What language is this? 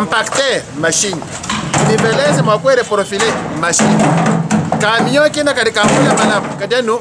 Luba-Lulua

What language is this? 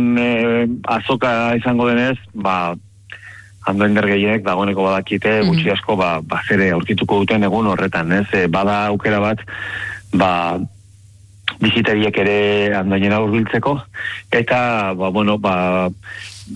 Basque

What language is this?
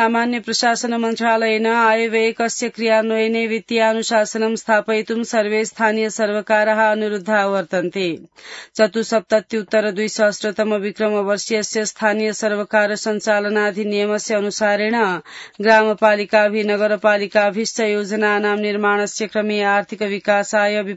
Sanskrit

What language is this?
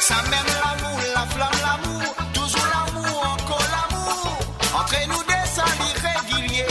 Morisyen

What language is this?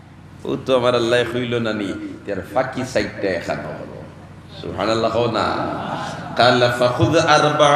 Sylheti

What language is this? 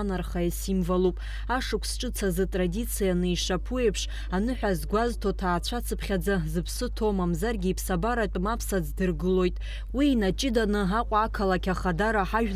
Abkhazian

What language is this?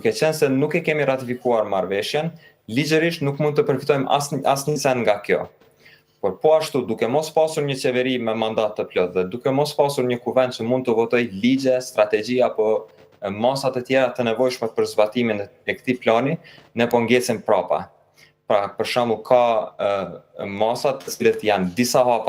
Albanian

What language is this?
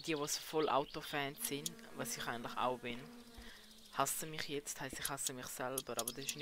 Swiss German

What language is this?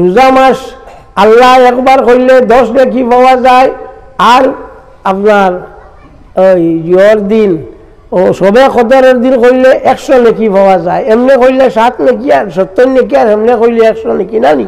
Sylheti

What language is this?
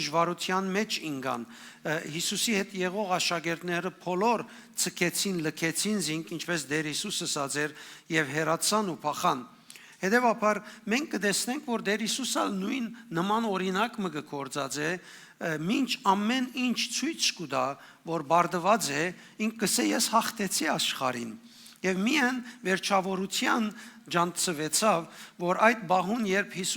Western Armenian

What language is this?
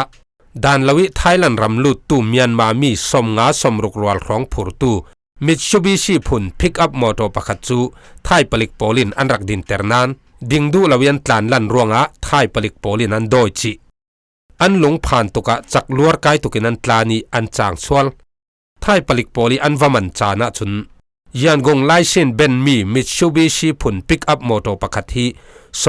Falam Chin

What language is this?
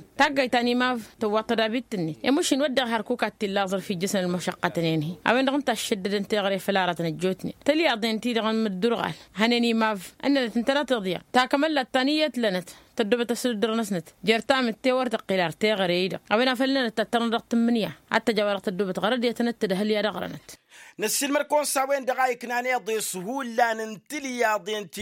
Tamasheq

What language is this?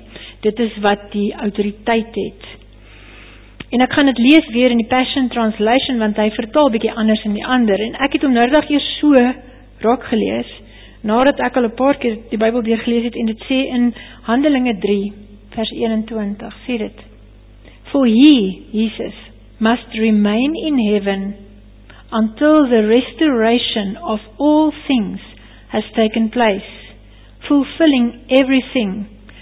Afrikaans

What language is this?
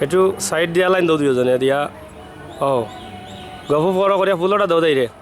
Sylheti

